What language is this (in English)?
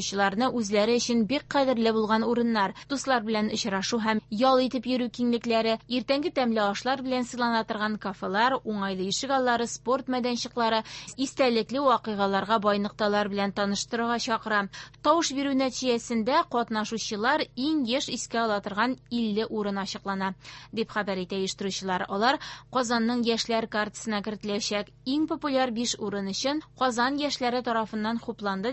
Tatar